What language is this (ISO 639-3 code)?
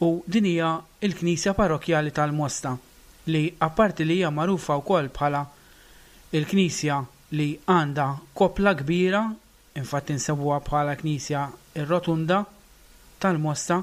mlt